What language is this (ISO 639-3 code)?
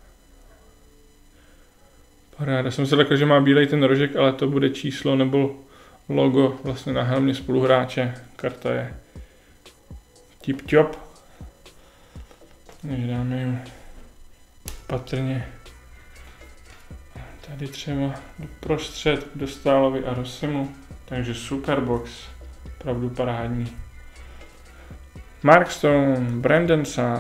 ces